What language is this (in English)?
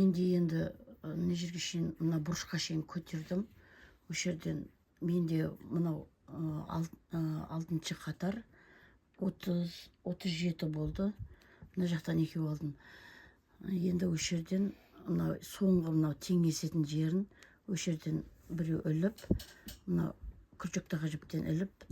Kazakh